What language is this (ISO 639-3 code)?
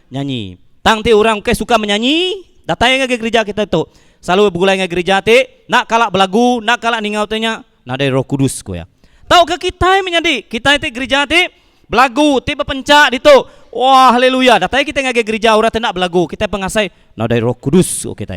iba